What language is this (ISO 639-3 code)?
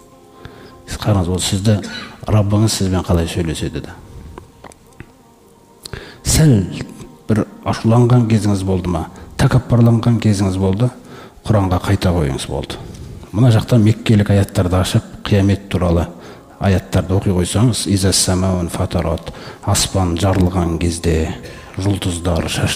kaz